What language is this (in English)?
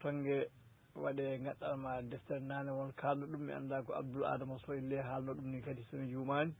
Fula